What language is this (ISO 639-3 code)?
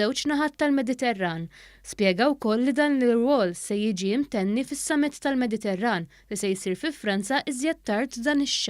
mlt